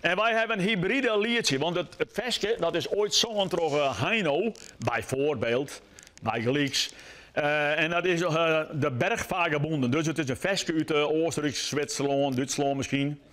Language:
Western Frisian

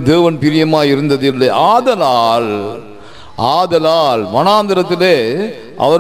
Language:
Tamil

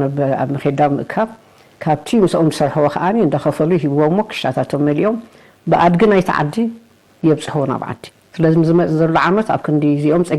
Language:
Tigrinya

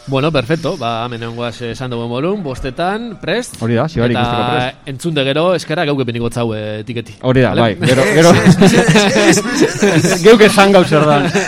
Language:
Basque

